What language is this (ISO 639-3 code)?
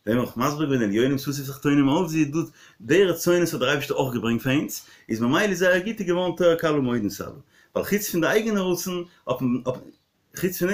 yid